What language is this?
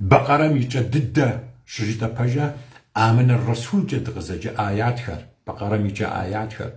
Kabardian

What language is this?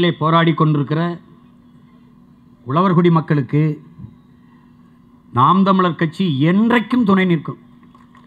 Tamil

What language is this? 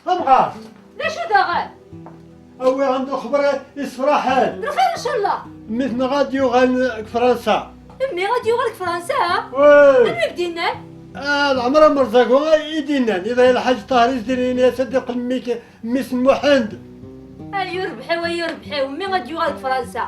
Kabyle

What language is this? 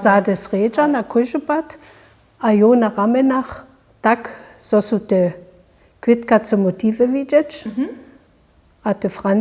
Upper Sorbian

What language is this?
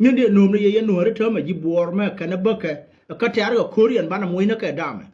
Nuer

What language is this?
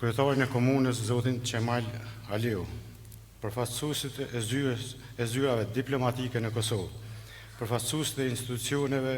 Albanian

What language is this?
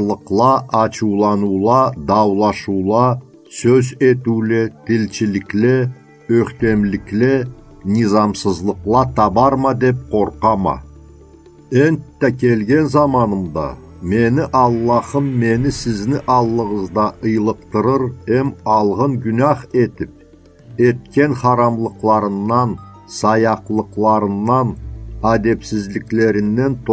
Karachay-Balkar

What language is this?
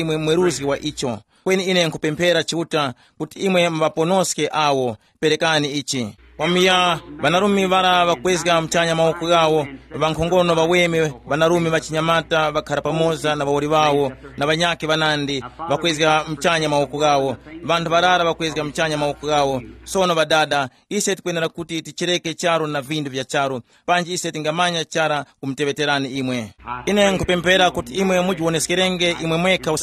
Tumbuka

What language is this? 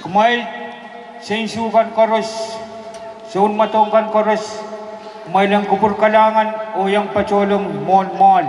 Pohnpeian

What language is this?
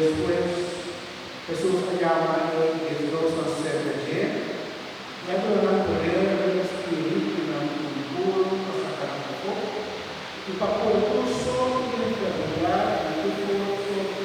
Papiamento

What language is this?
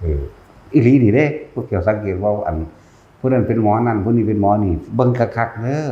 Northeastern Thai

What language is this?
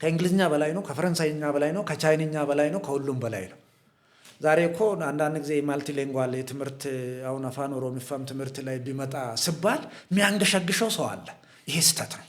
Amharic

